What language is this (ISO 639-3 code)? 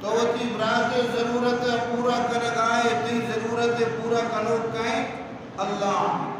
bal